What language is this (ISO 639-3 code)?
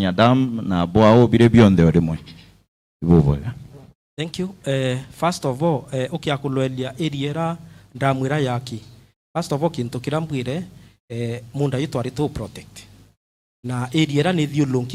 mer